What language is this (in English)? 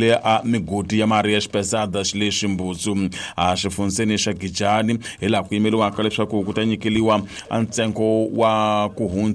Tsonga